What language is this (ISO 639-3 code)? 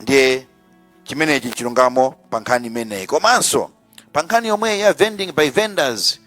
nya